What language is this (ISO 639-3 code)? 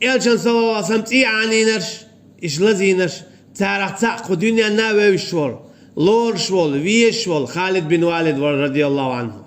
che